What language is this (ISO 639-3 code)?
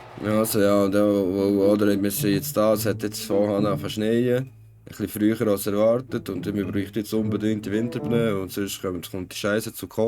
gsw